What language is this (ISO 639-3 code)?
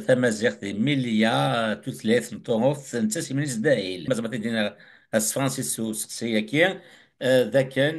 kab